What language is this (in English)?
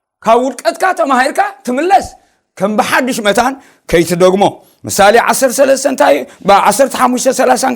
Tigrinya